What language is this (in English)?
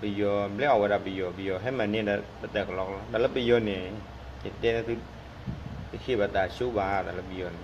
S'gaw Karen